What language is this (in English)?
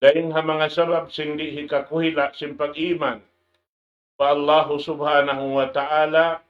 Tausug